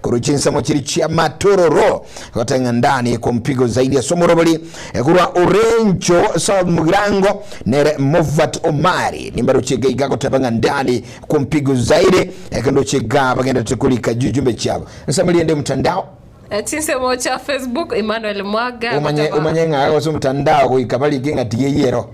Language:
Gusii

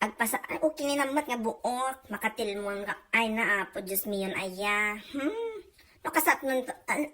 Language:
Iloko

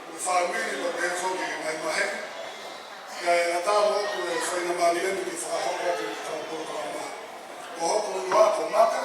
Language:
Tongan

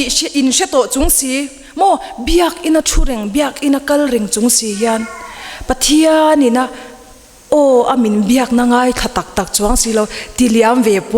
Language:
Mizo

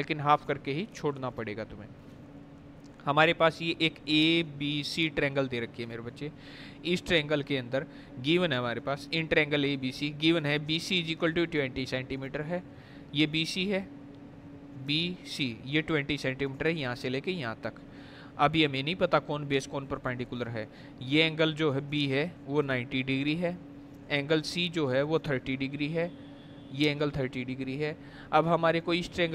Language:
Hindi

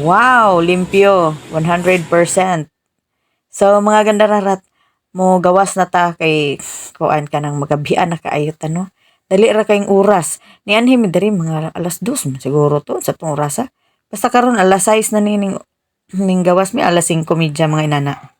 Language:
Cebuano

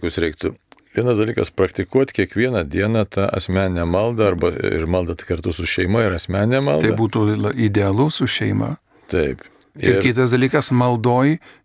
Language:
Lithuanian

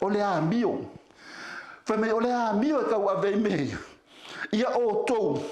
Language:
Samoan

